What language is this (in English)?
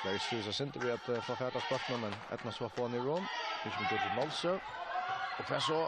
Faroese